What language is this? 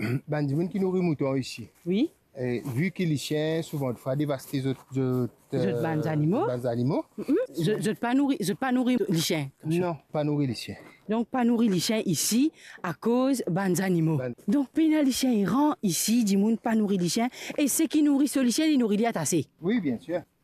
Morisyen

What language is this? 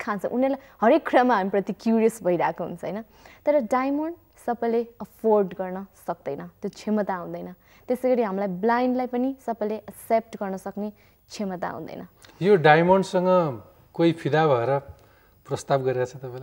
Nepali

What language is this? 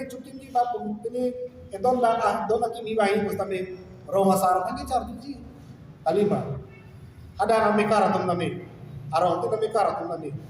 Karbi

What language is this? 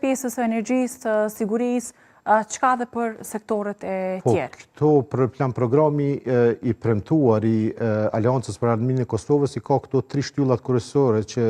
Albanian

